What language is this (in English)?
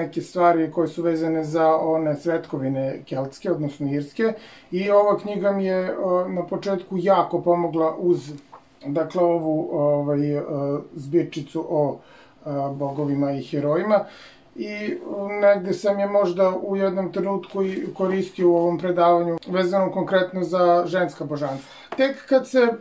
Serbian